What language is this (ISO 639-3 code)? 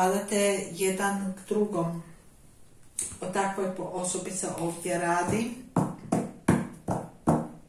hrv